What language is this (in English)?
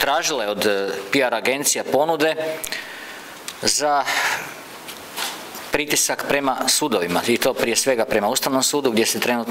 Croatian